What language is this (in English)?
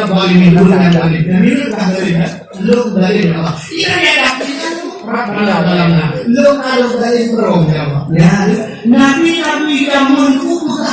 Achinese